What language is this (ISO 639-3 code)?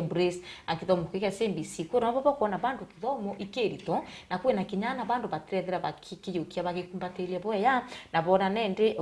mer